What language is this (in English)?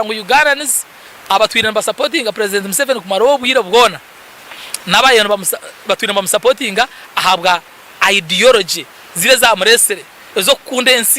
Nyankole